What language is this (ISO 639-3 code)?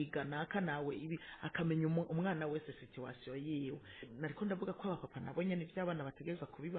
run